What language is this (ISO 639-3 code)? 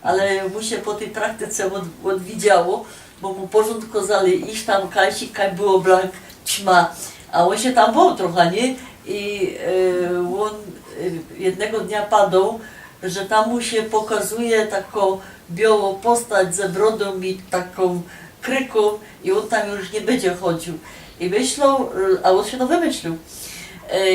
szl